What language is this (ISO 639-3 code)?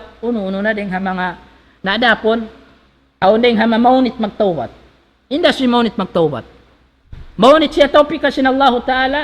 tsg